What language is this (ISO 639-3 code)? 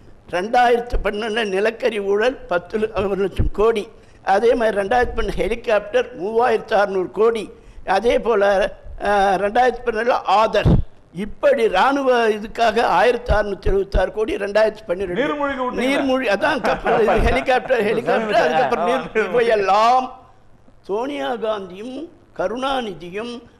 tam